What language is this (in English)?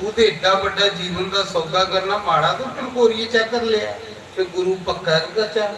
Dogri